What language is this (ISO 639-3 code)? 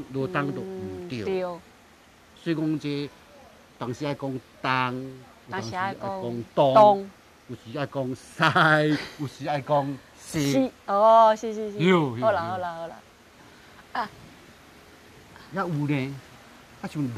nan